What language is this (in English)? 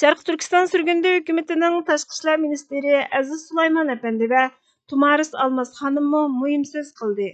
Uyghur